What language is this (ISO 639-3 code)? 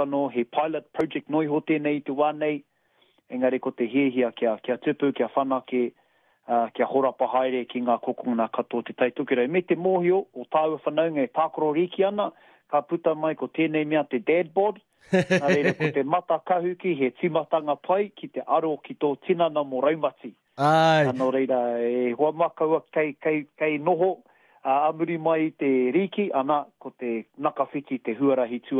mri